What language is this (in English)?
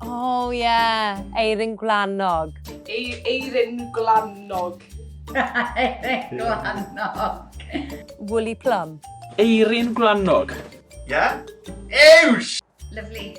Welsh